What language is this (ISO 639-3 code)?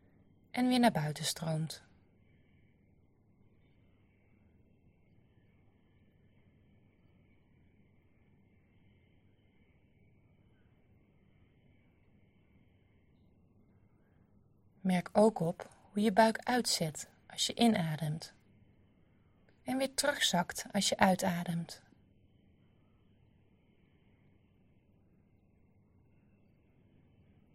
nld